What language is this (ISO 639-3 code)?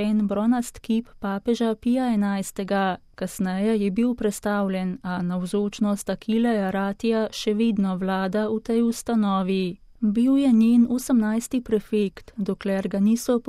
slv